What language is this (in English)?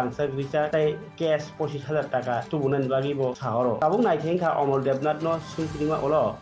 Kok Borok